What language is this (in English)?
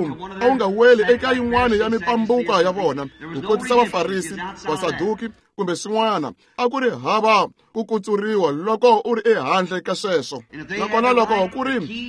Tsonga